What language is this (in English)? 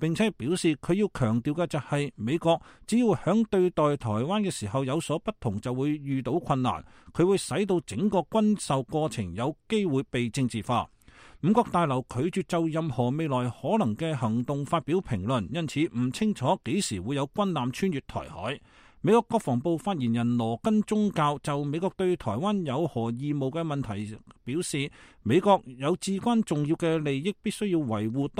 Cantonese